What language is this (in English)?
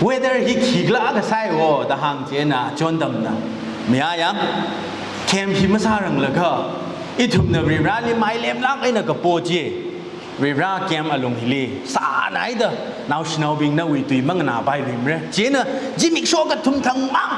Tangkhul Naga (India)